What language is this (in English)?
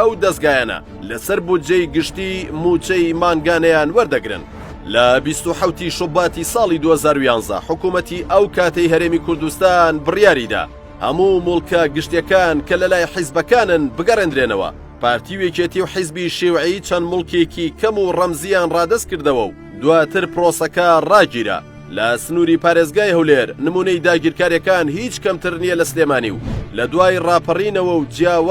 Central Kurdish